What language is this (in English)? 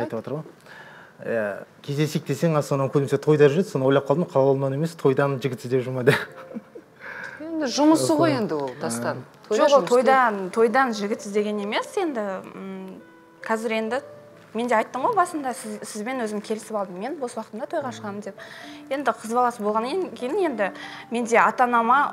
Kazakh